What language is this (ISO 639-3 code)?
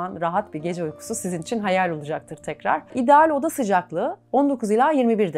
tur